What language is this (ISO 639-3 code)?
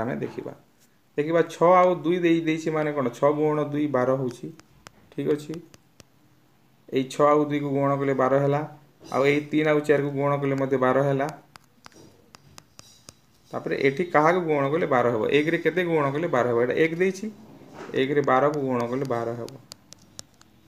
ori